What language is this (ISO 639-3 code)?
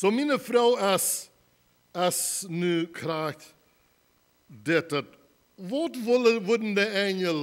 pdt